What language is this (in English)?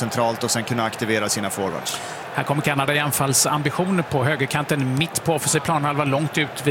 Swedish